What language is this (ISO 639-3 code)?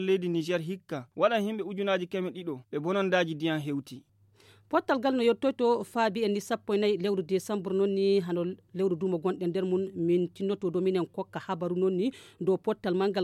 ful